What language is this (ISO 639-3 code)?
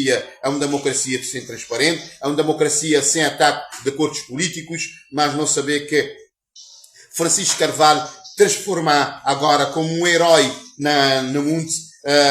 kea